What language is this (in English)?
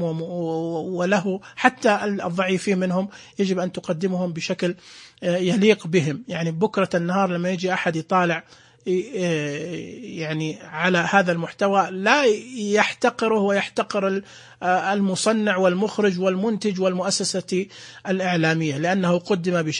Najdi Arabic